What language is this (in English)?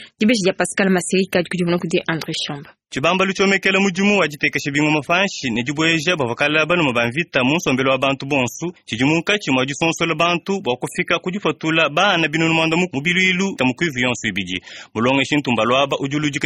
Luba-Lulua